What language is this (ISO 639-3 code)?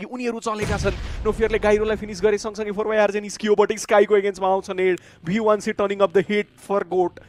nep